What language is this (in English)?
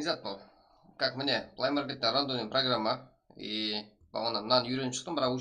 Kara-Kalpak